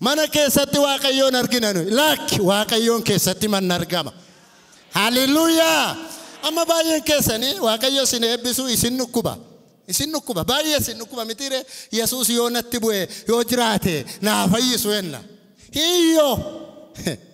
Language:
Oromo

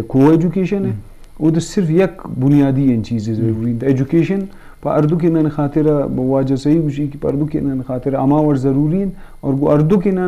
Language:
Eastern Balochi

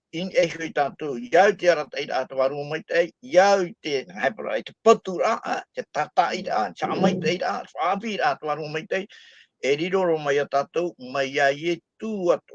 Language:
Tahitian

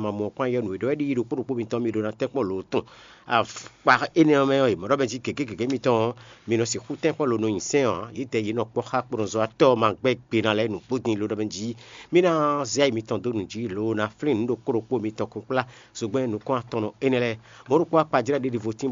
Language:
Fon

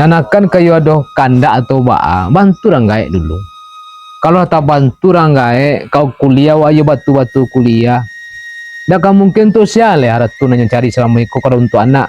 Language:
Minangkabau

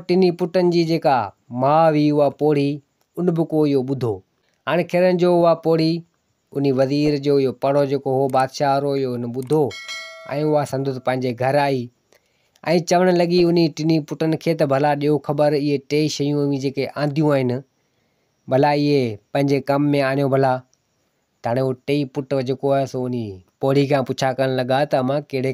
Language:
Sindhi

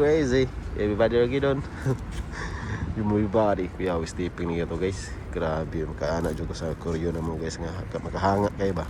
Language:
Cebuano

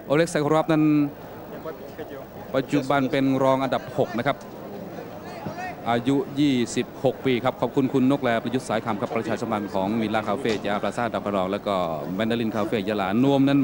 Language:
Thai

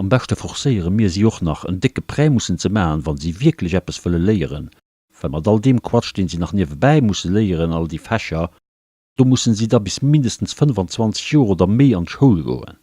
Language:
Luxembourgish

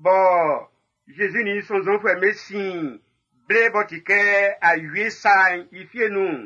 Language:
Baoulé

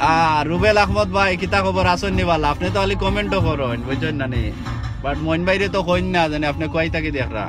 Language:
Sylheti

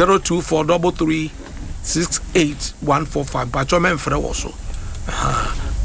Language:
Akan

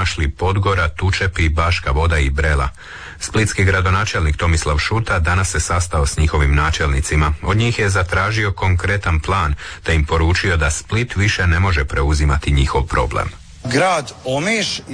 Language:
Croatian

